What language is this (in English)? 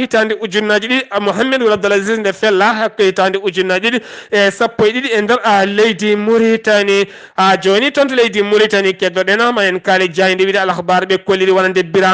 Fula